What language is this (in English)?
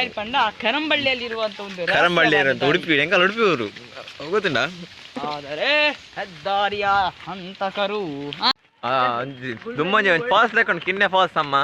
Tulu